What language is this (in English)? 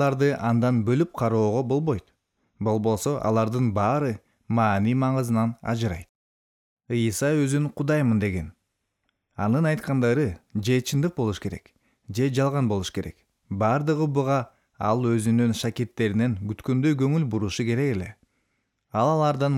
Kyrgyz